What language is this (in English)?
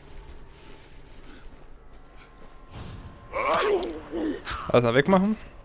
German